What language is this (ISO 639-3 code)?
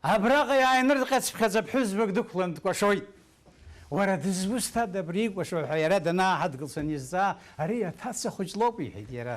abk